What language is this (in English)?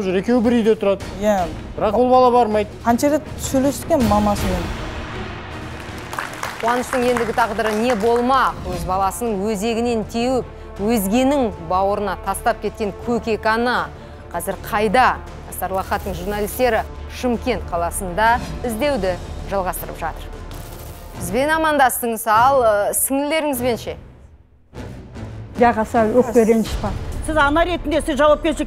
Kazakh